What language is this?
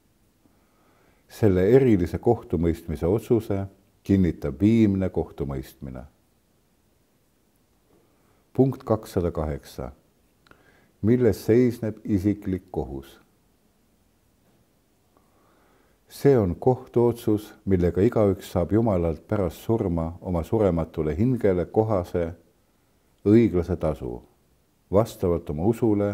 Estonian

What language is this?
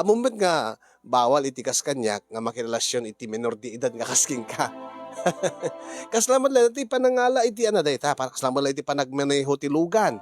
Iloko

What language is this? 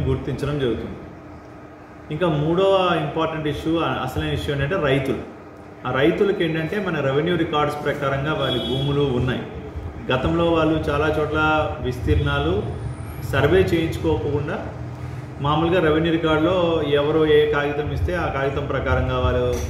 Telugu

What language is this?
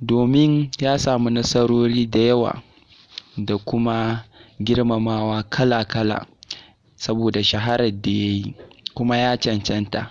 Hausa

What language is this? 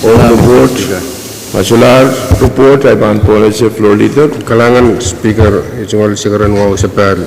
Pohnpeian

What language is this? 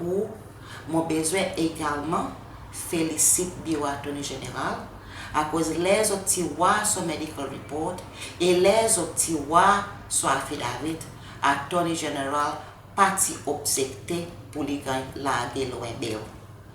Seselwa Creole French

